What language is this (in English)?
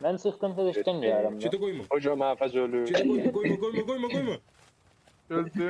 South Azerbaijani